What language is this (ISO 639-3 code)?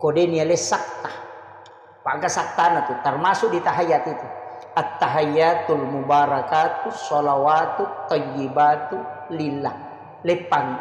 bug